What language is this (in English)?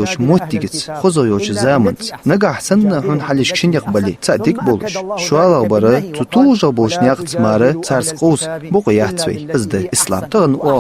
Ingush